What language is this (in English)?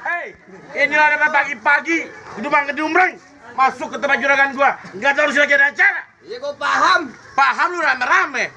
Betawi